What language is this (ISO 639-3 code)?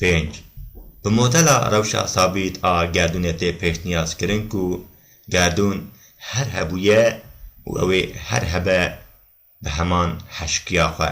kur